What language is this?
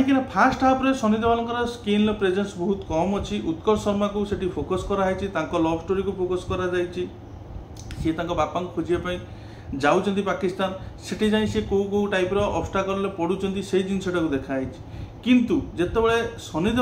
Odia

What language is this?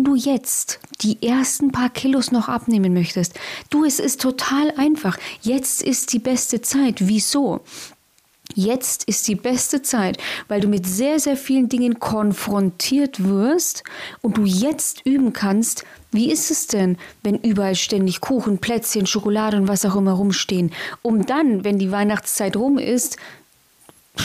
German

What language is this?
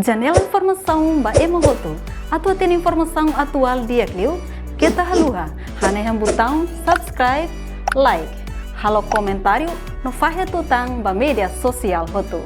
Tetum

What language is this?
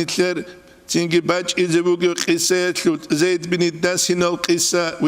Avaric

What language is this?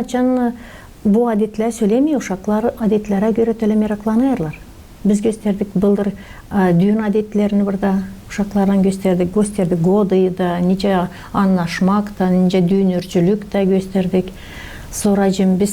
Gagauz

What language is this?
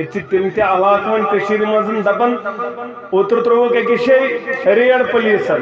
Kashmiri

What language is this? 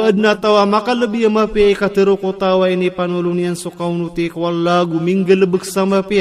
Maranao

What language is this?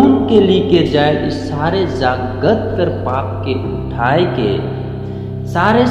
Sadri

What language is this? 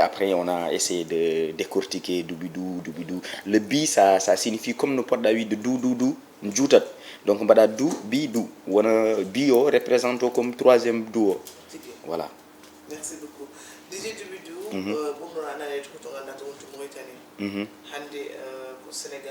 Fula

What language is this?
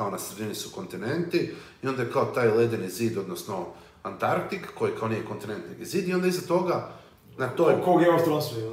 Croatian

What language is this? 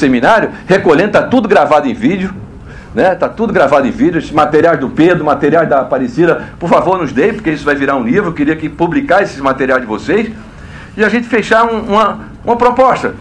Portuguese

